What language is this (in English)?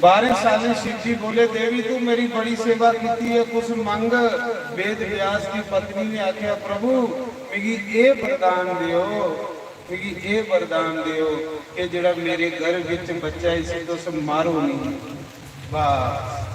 Dogri